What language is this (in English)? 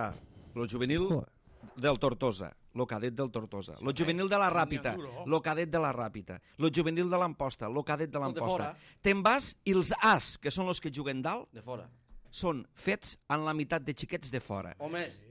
Catalan